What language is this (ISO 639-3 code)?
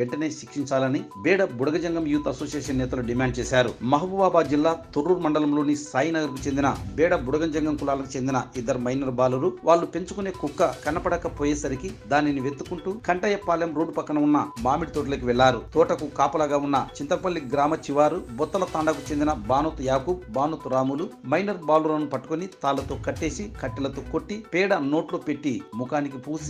tel